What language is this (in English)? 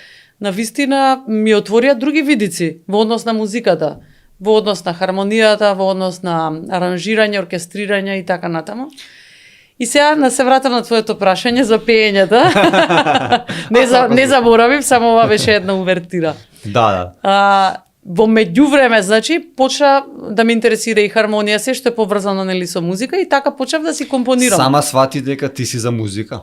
Macedonian